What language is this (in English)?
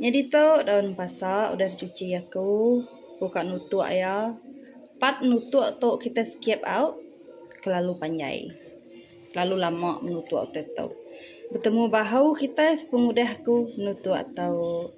Iban